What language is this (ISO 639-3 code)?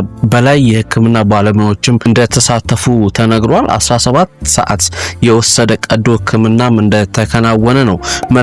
amh